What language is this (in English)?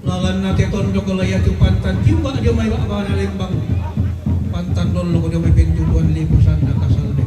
Toraja-Sa'dan